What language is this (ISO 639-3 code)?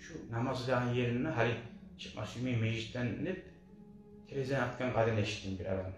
kum